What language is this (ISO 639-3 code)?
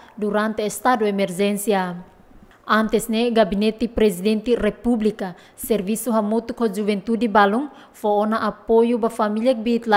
tet